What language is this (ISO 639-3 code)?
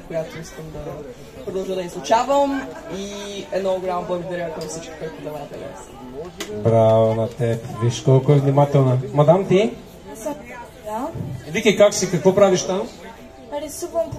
bul